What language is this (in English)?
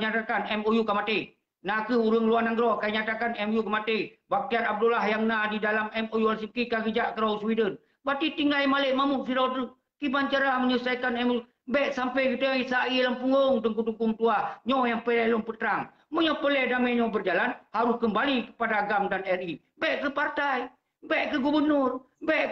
Achinese